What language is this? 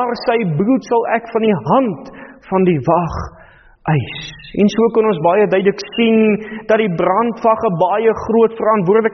Afrikaans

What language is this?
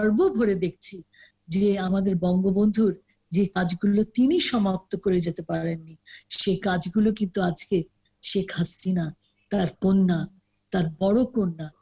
Bangla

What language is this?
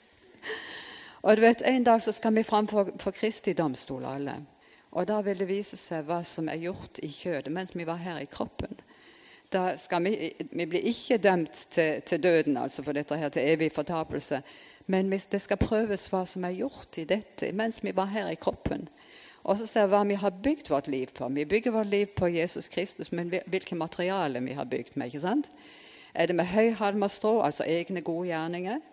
Norwegian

